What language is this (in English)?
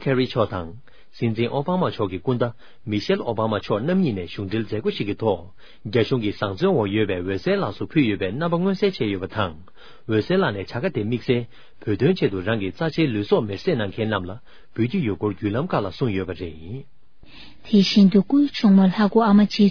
Tibetan